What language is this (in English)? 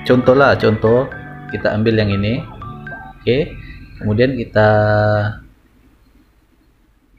Indonesian